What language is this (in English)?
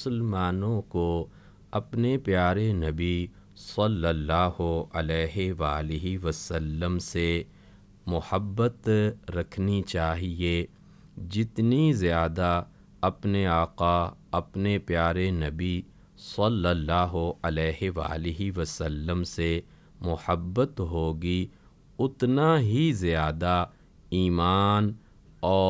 Urdu